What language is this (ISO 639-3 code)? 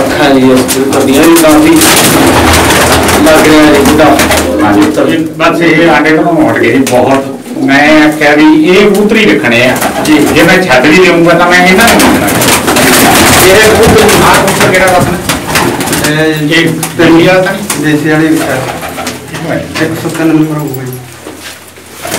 pan